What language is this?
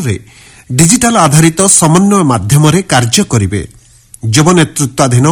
Odia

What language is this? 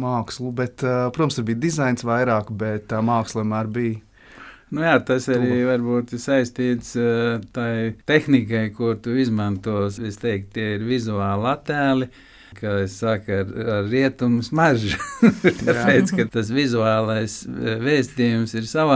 Latvian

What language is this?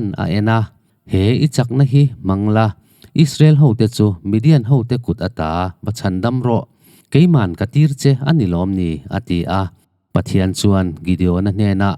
Mizo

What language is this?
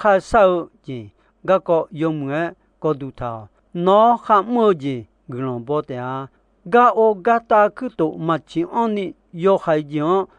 Akha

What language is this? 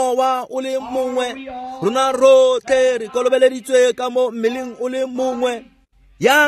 Tswana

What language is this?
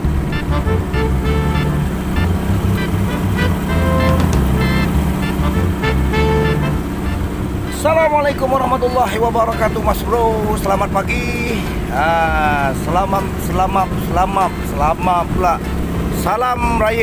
Malay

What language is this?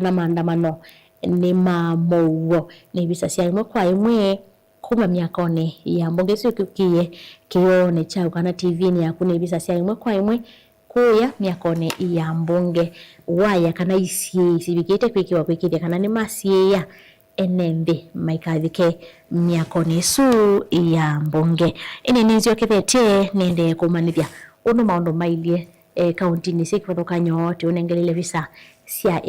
Kamba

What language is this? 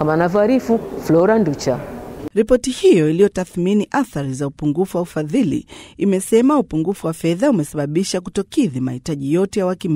Swahili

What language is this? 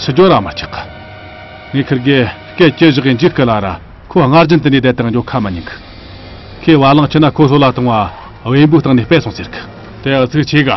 Tibetan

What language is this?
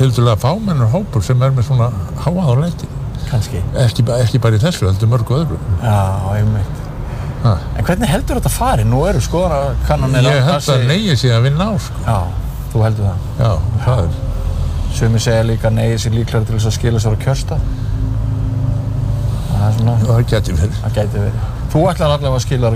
Icelandic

